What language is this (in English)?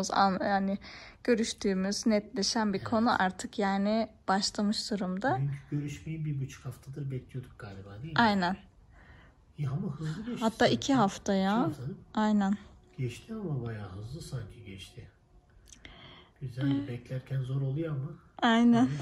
Turkish